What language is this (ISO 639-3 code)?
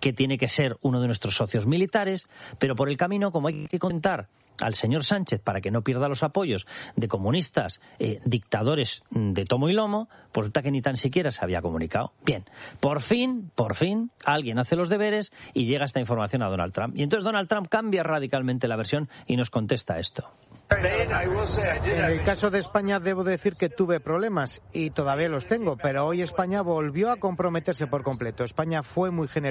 spa